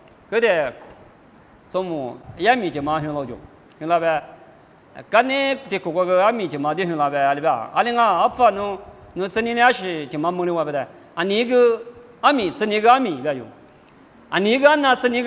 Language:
Lisu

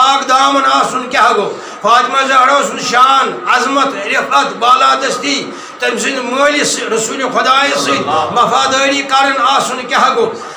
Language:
Kashmiri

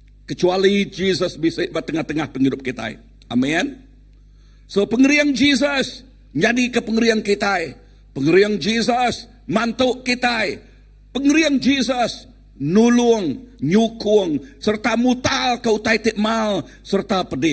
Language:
Iban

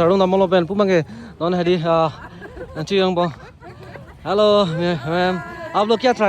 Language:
Karbi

